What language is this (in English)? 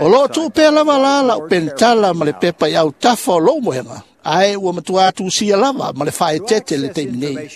Samoan